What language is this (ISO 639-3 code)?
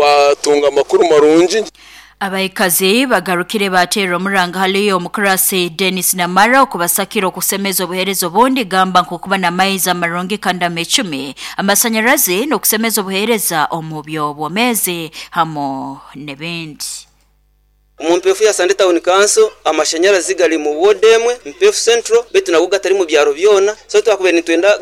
nyo